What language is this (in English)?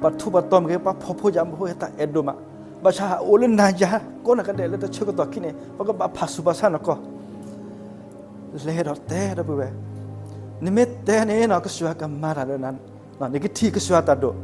S'gaw Karen